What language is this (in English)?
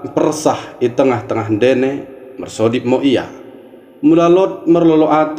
Batak Dairi